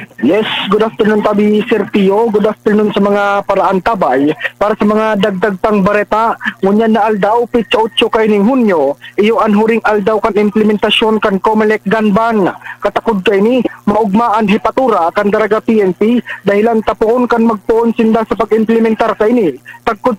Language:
Bikol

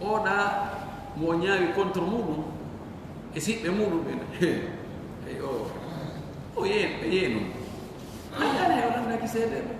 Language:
Fula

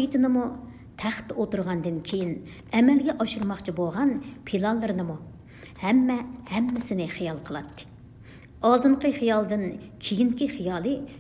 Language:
Uyghur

